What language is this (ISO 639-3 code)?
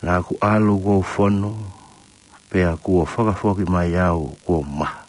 ton